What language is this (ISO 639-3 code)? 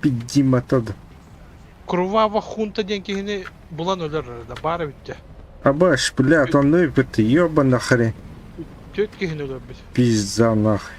sah